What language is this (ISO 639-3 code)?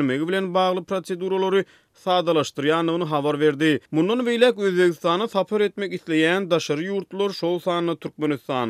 tuk